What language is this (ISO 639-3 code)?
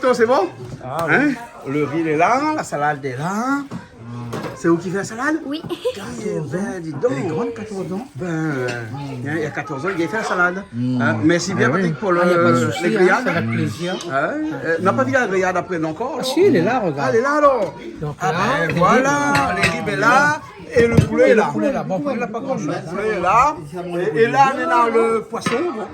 rcf